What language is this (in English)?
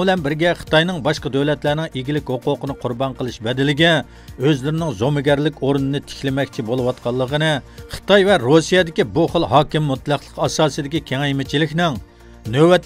Uyghur